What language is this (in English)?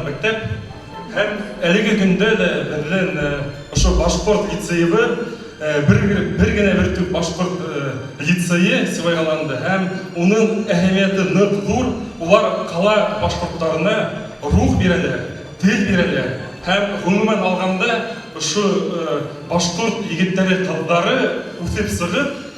Bashkir